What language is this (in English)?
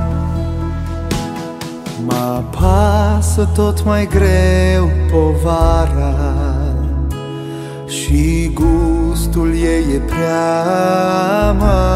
Romanian